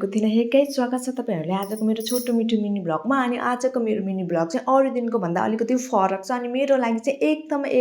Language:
Nepali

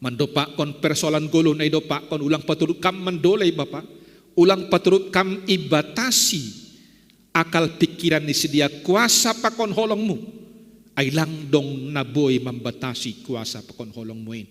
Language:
Batak Simalungun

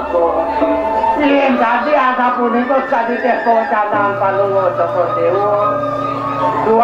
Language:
Balinese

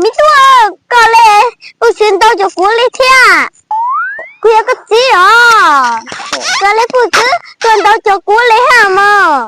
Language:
Hmong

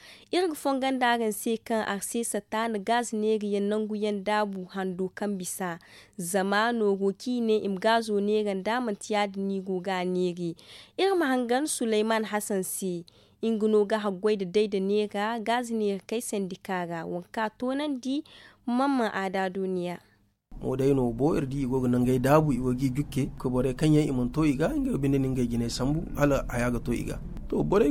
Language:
Zarma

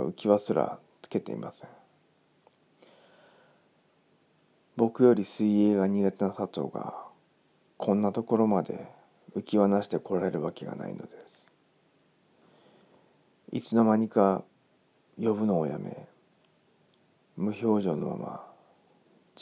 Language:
Japanese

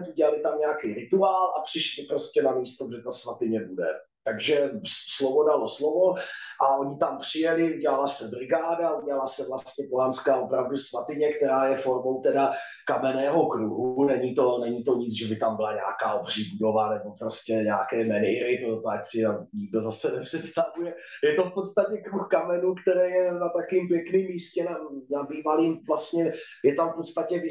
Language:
Czech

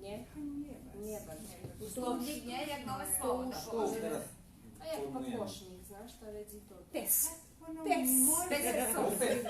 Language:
Rusyn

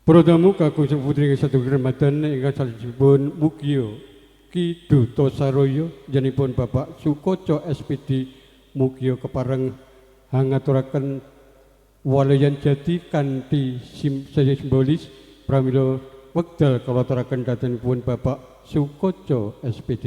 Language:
Javanese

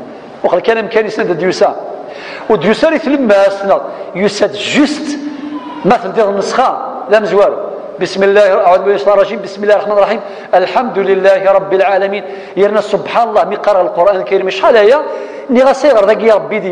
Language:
Kabyle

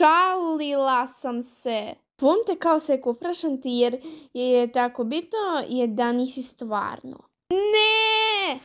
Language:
Croatian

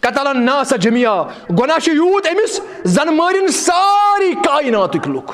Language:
Kashmiri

